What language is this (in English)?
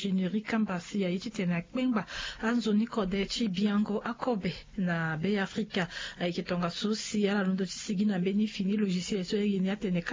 Sango